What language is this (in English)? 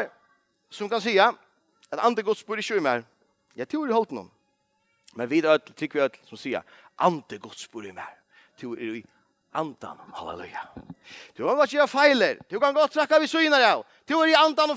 Faroese